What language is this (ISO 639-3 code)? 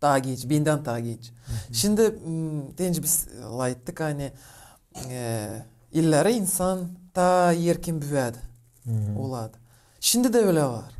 gag